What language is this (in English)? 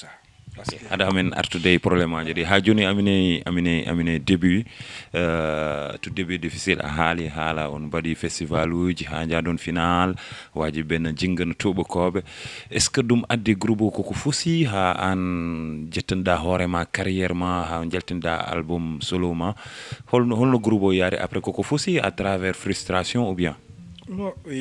Fula